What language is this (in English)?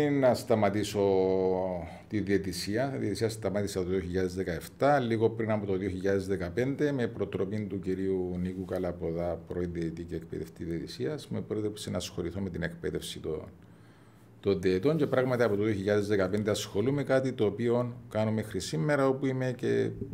Greek